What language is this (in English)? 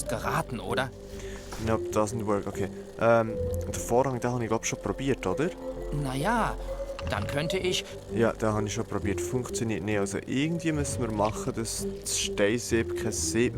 Swiss German